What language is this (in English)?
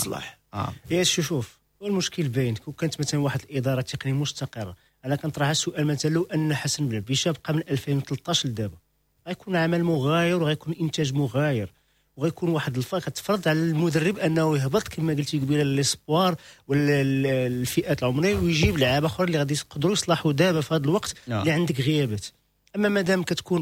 Moroccan Arabic